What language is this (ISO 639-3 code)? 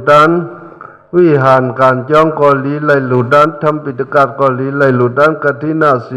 shn